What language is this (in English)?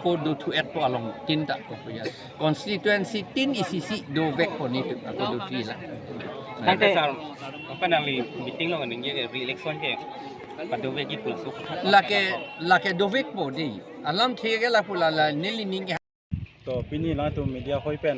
Karbi